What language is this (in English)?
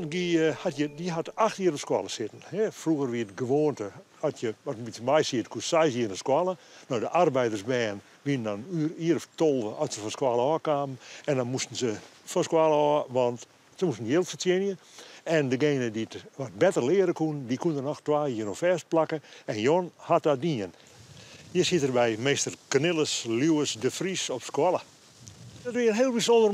Western Frisian